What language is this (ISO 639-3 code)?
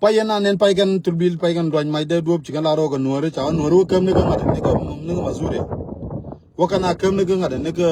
nus